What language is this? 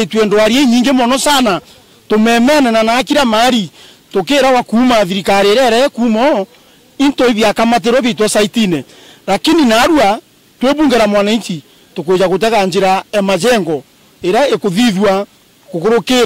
Meru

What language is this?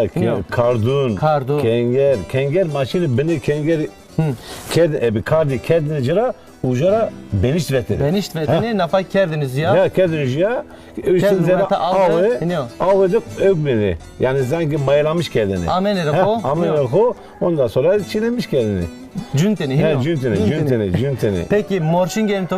Zaza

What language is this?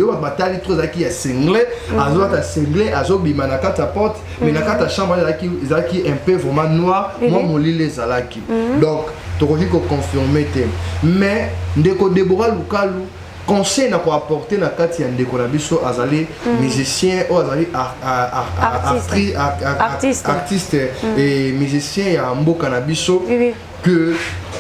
Lingala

